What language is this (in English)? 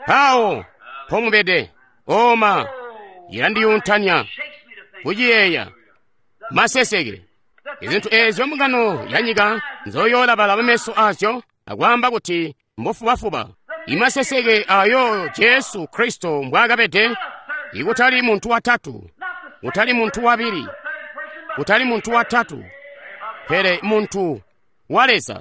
Tonga (Zambia)